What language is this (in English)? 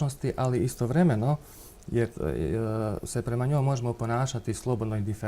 Bosnian